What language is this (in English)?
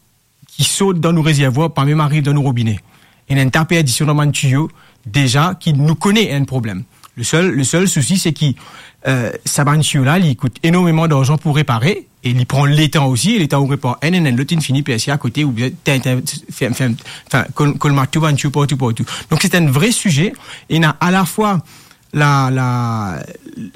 Morisyen